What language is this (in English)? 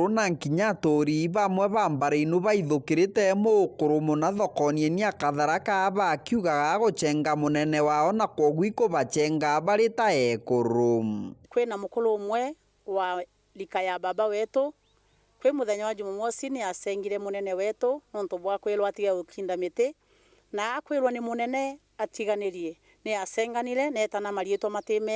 Meru